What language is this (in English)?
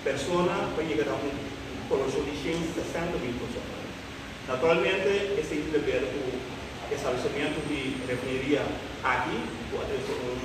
Papiamento